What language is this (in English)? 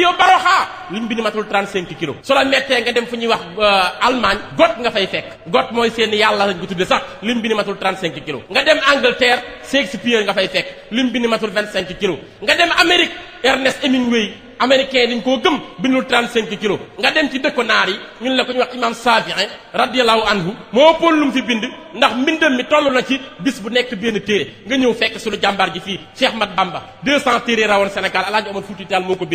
Wolof